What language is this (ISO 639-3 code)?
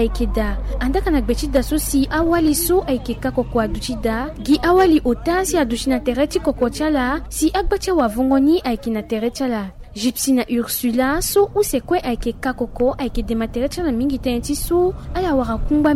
sag